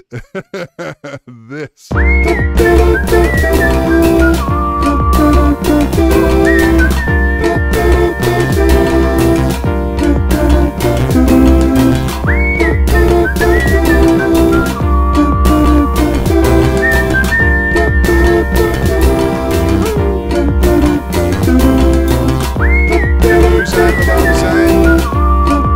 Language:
Dutch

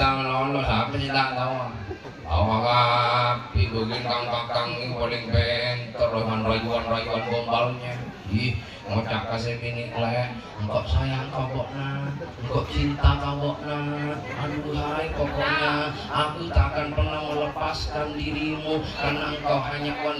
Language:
Madurese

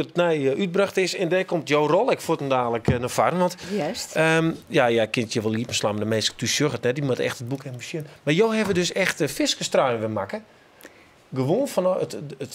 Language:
Western Frisian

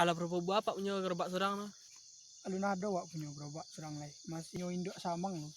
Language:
Minangkabau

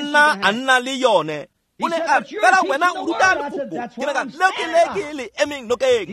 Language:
Tswana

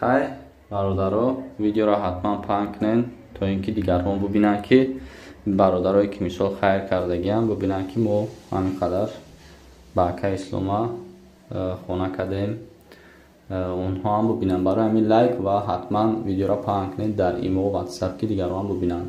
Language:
Tajik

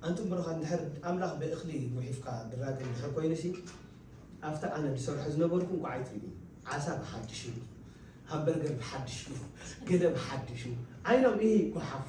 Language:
Tigrinya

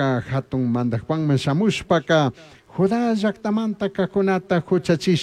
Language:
Chimborazo Highland Quichua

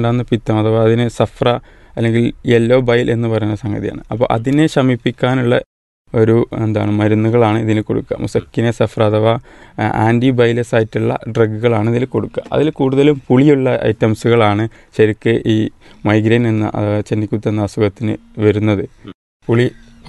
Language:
Malayalam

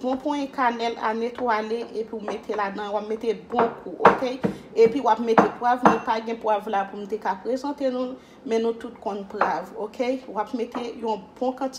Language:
Haitian Creole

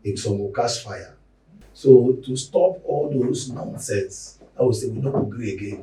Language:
Nigerian Pidgin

